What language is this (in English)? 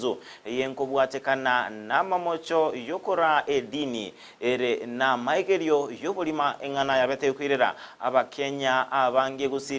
Gusii